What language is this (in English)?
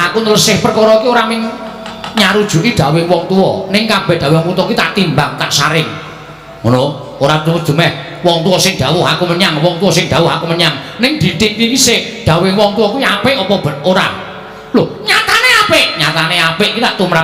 Javanese